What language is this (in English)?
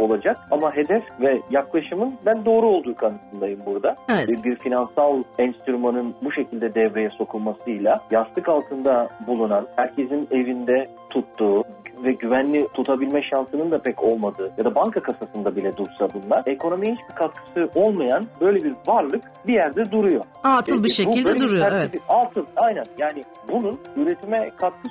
Turkish